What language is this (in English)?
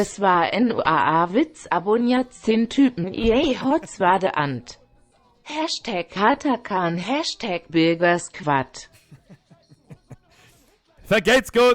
Bavarian